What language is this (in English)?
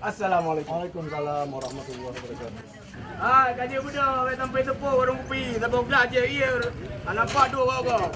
Achinese